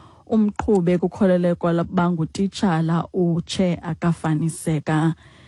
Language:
Xhosa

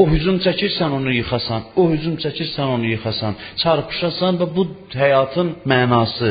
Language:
Azerbaijani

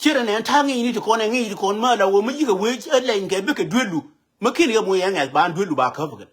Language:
Nuer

